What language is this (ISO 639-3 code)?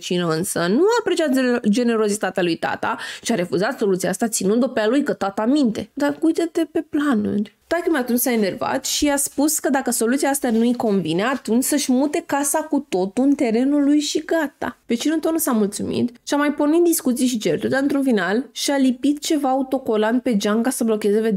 ron